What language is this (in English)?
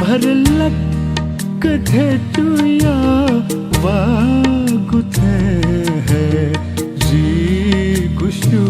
Newari